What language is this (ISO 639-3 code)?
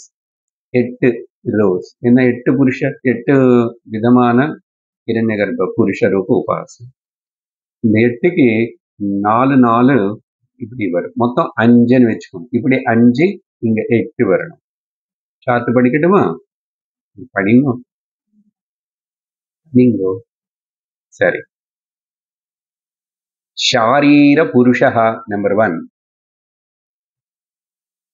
tam